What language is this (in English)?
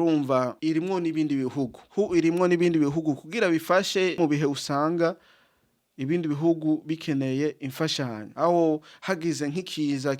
Rundi